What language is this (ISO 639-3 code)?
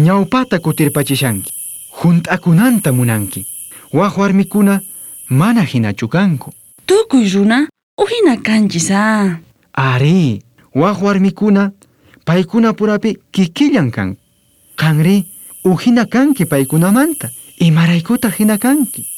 quh